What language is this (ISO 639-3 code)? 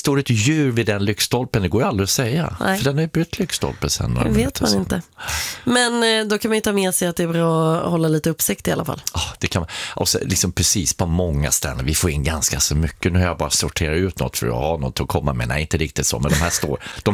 swe